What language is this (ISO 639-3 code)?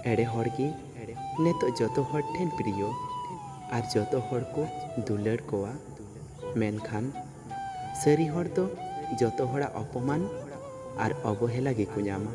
sat